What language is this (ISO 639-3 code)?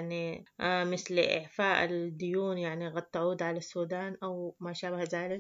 apd